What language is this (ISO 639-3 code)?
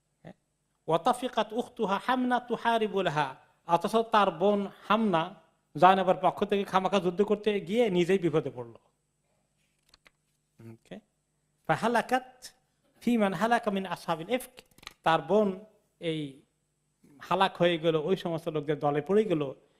ben